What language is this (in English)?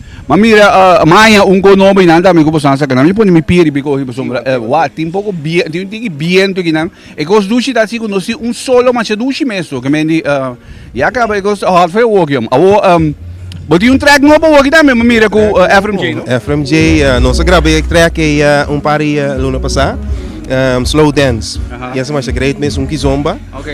Papiamento